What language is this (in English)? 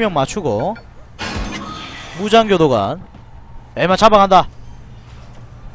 Korean